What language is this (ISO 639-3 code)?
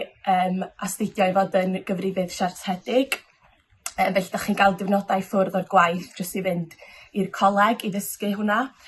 cym